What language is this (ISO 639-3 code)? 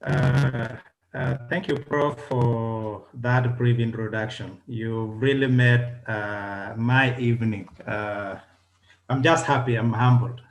kln